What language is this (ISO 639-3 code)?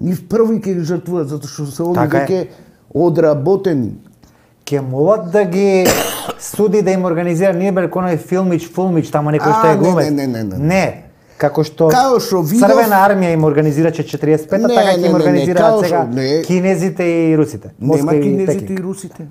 mkd